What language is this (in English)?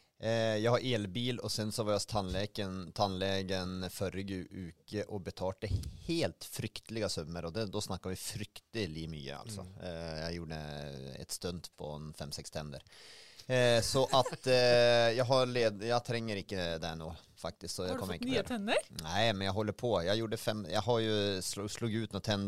Norwegian